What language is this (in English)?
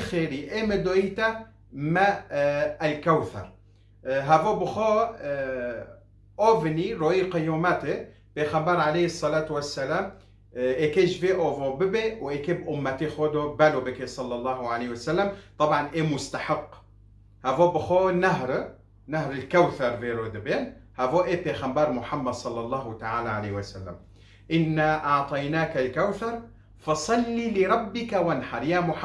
Kurdish